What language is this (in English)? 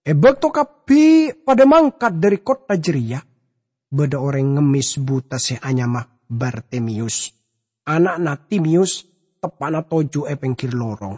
Madurese